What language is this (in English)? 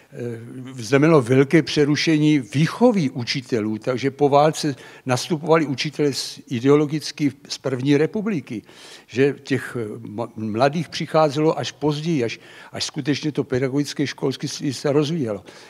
Czech